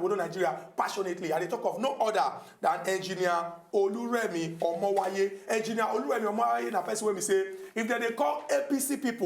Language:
Nigerian Pidgin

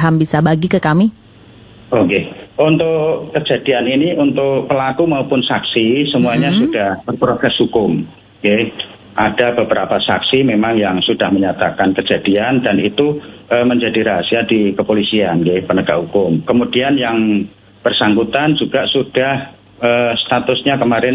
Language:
Indonesian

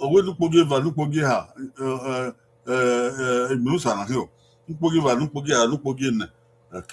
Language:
Bini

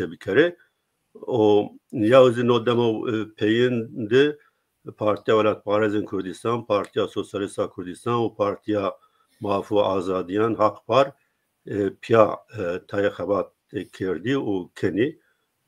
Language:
Zaza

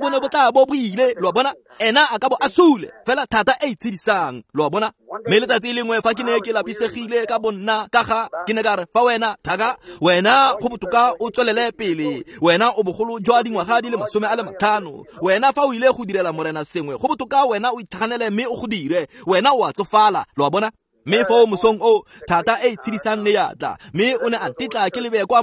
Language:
Tswana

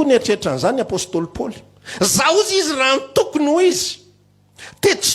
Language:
Malagasy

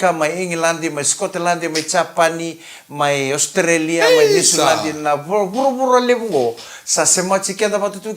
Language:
Fijian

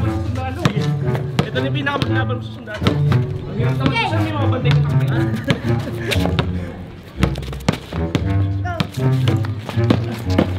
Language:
Filipino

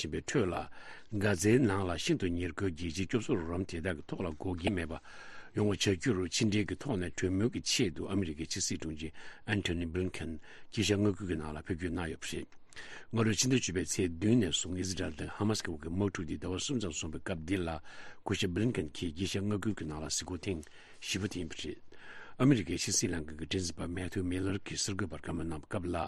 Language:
Tibetan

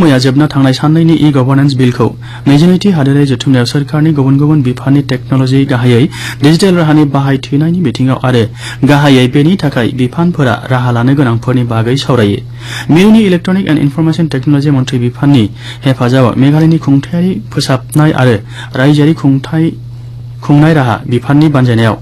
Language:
Bodo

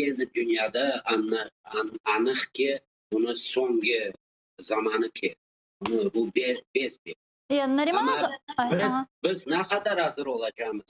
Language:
Crimean Tatar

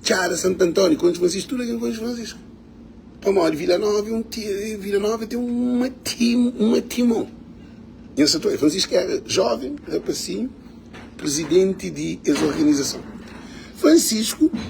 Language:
Kabuverdianu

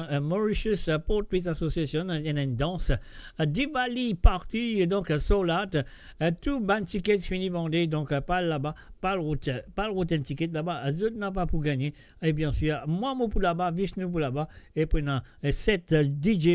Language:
Morisyen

